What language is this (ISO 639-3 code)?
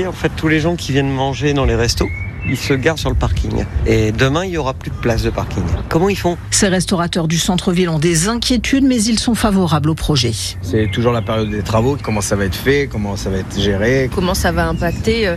fra